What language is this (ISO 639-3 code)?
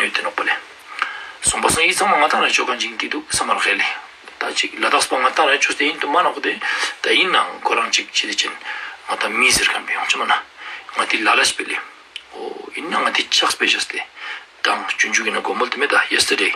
lbj